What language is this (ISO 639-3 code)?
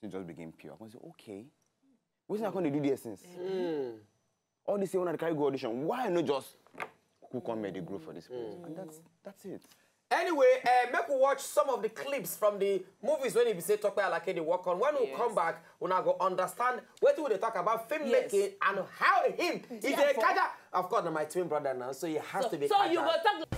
pcm